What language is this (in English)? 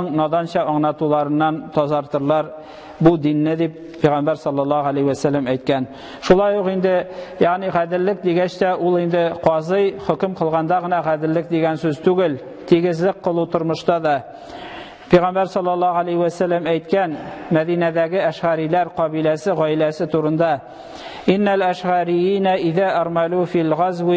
Tatar